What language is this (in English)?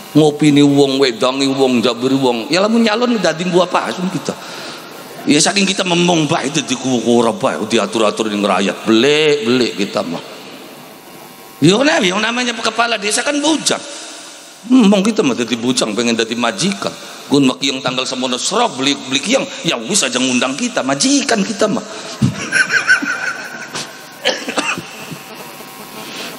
Javanese